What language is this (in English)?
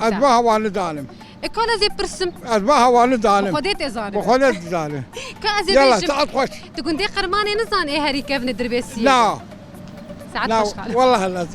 Kurdish